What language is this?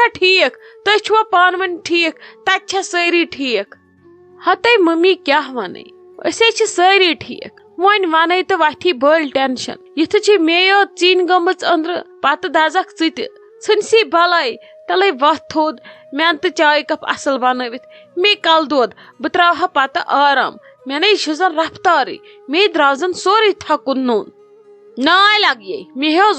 Kashmiri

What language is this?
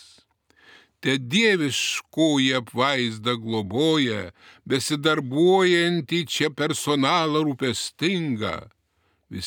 Lithuanian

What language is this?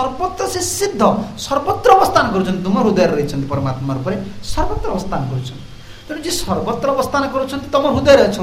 Odia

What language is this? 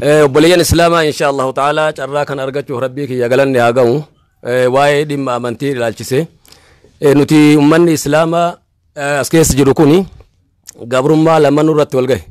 Oromo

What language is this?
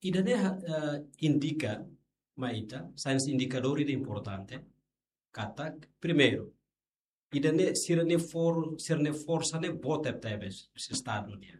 Tetum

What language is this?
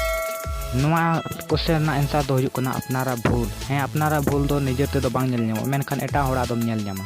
Santali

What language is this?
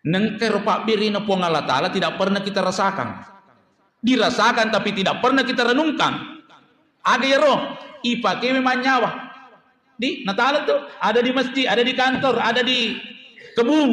Buginese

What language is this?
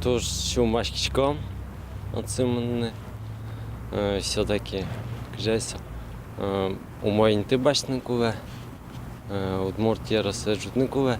Udmurt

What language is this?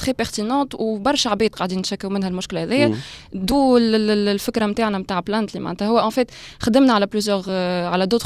Tunisian Arabic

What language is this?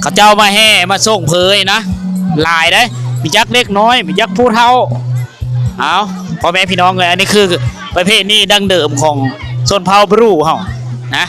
Lao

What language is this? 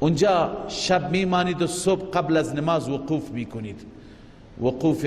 Persian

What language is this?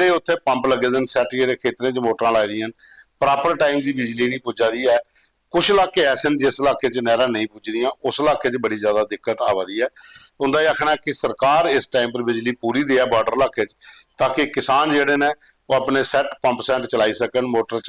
Dogri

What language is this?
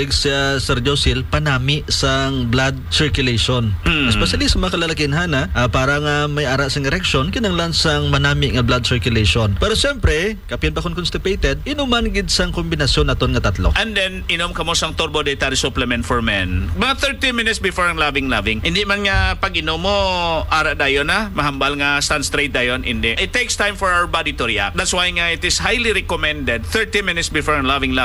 Hiligaynon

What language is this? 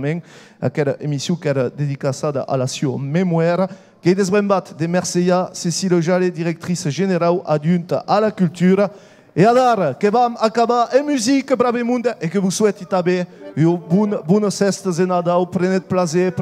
Occitan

